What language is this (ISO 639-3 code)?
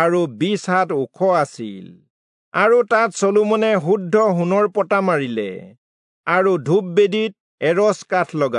asm